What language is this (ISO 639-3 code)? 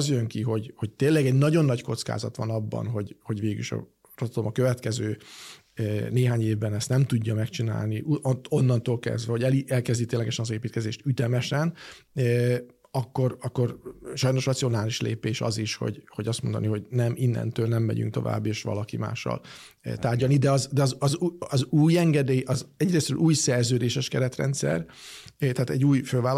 hun